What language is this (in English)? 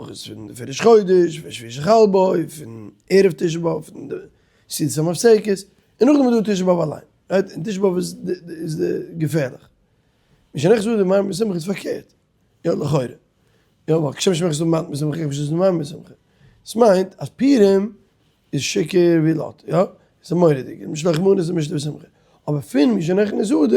Yiddish